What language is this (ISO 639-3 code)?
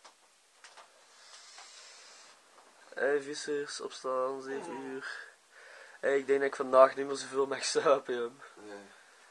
nld